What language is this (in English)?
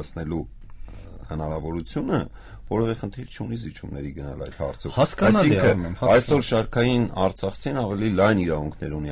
Armenian